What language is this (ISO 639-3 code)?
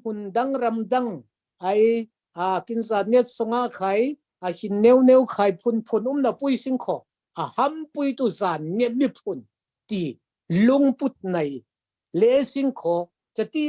cfm